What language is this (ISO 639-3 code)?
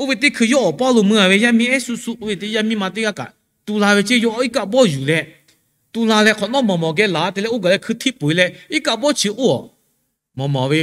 lhu